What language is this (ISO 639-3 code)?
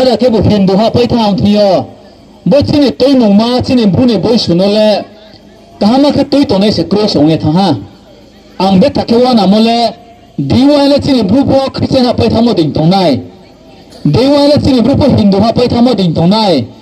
ria